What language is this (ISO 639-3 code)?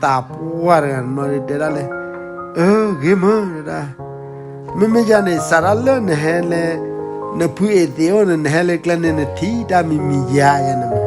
ksw